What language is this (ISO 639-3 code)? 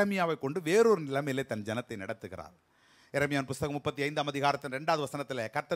tam